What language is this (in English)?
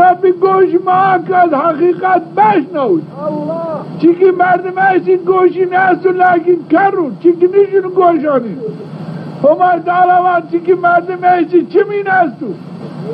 Zaza